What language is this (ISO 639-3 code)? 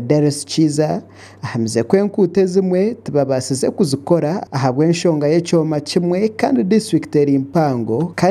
nyn